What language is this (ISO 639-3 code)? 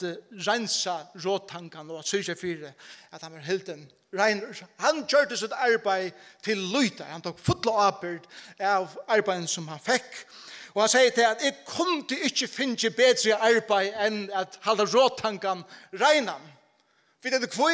fao